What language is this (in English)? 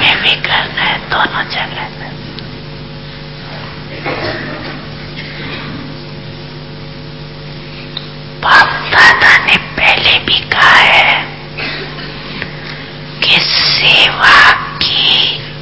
Hindi